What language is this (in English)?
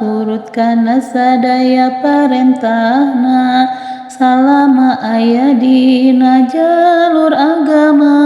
Sundanese